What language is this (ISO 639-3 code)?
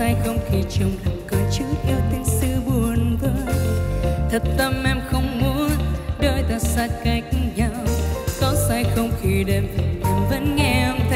vie